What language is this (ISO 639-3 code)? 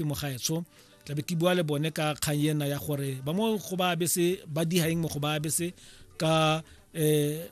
tsn